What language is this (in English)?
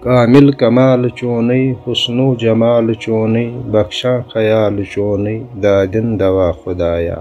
Kashmiri